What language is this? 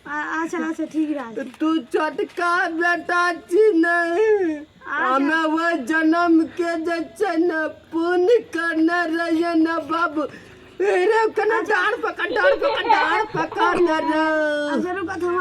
Maithili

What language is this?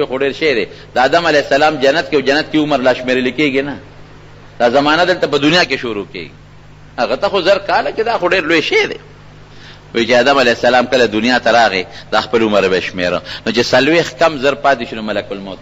Pashto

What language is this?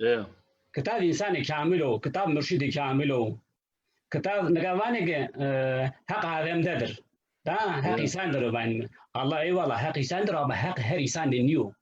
Zaza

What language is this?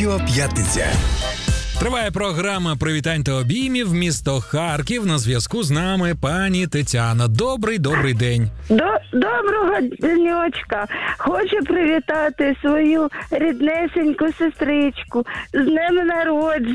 Ukrainian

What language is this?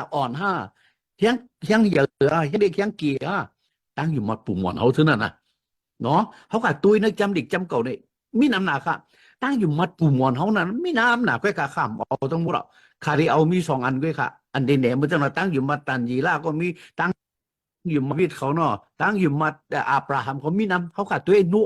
Shan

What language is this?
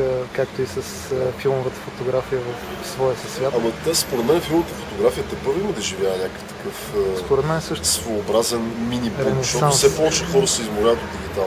Bulgarian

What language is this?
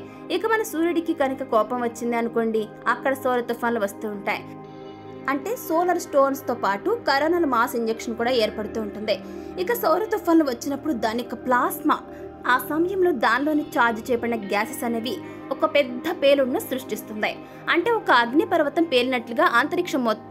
Telugu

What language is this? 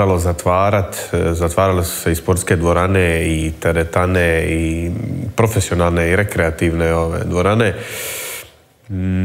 Croatian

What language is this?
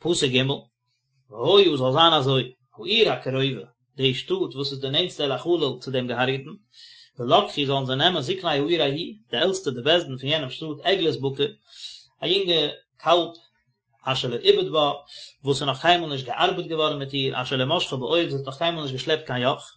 Yiddish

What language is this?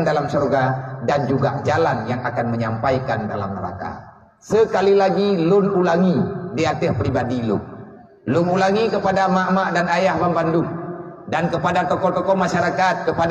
Achinese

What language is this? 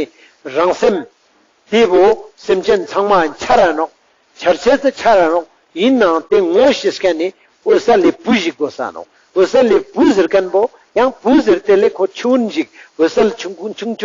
Ladakhi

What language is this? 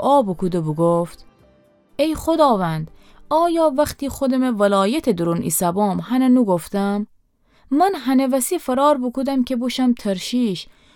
Gilaki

